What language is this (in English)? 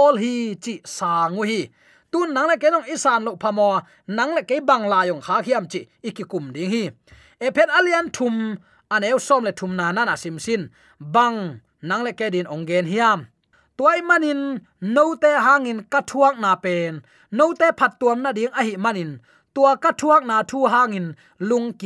Tedim Chin